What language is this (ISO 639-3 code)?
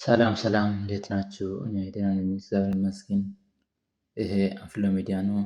amh